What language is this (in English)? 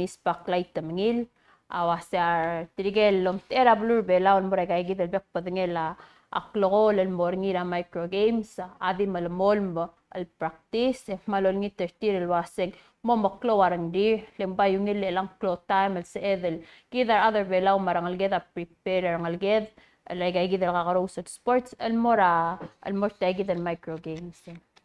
Palauan